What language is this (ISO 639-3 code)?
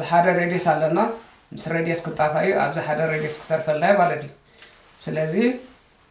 tir